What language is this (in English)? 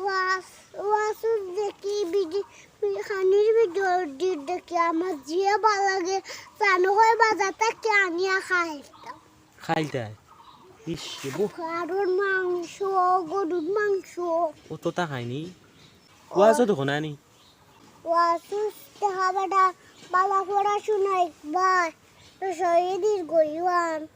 Sylheti